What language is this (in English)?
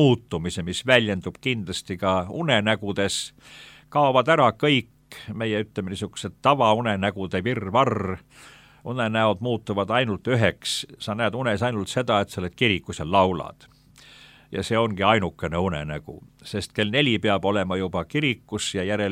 Estonian